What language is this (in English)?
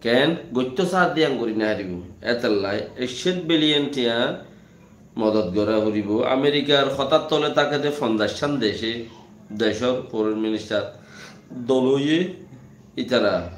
Rohingya